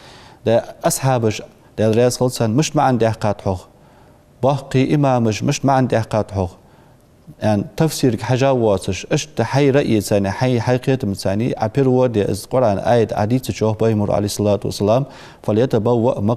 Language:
Ingush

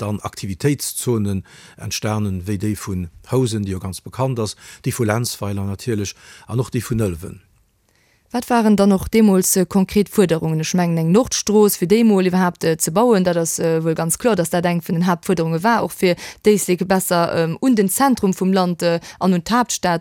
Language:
Luxembourgish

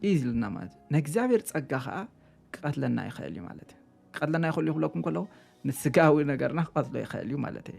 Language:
Tigrinya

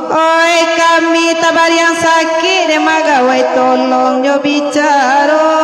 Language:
Minangkabau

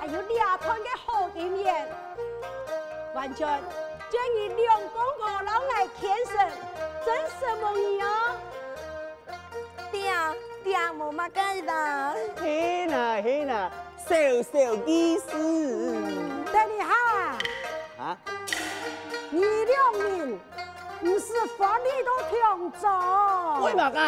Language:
Hakka Chinese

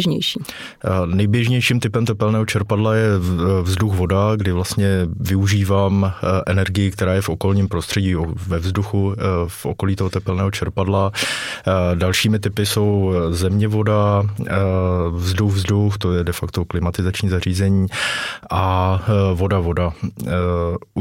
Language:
Czech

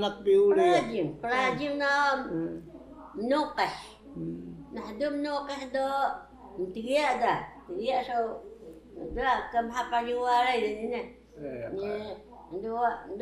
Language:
Taroko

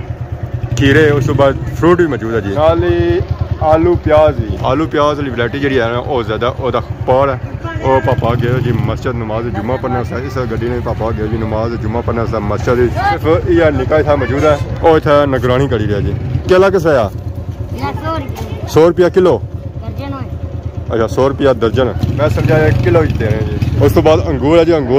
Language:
Pahari-Potwari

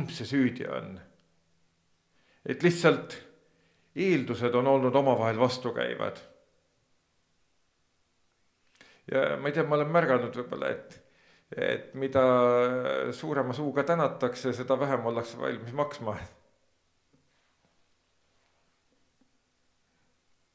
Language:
Estonian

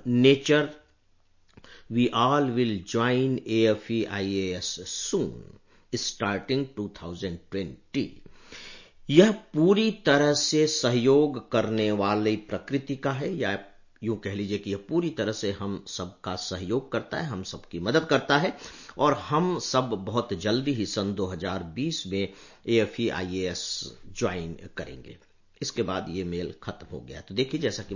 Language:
Hindi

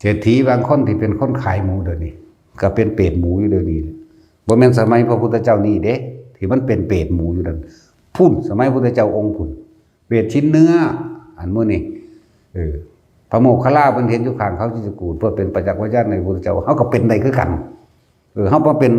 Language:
Northeastern Thai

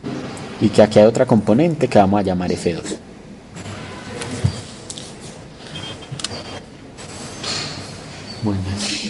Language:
Spanish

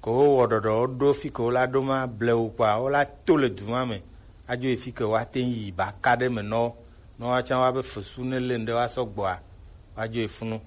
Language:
Gen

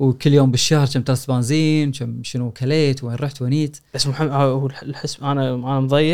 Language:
Gulf Arabic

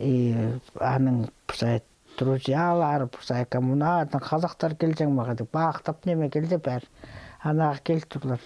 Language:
Khakas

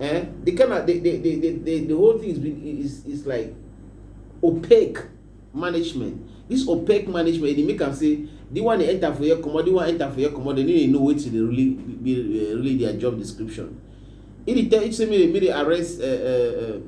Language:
Cameroon Pidgin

